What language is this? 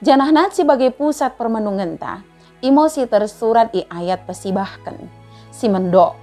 Batak Dairi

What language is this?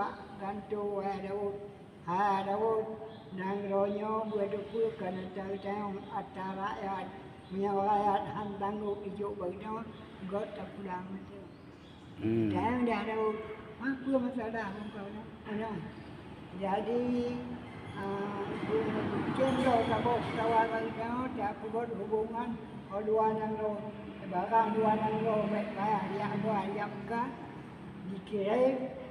Achinese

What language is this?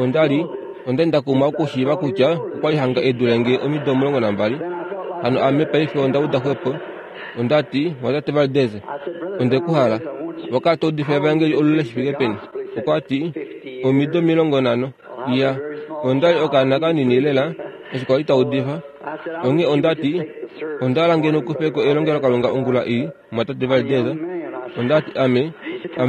Kuanyama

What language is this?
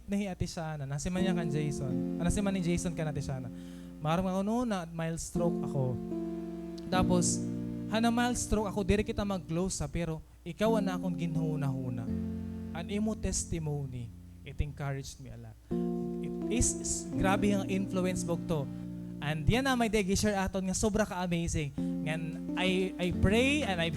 Waray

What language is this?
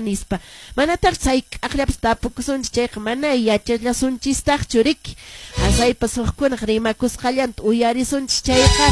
Quechua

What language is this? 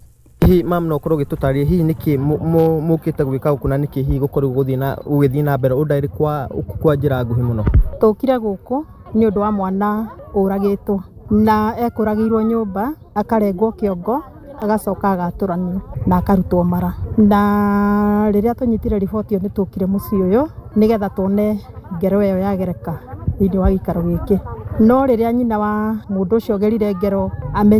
Kikuyu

